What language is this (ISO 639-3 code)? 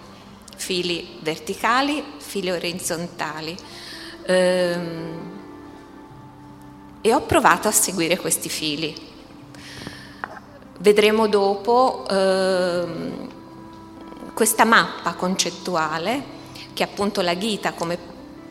ita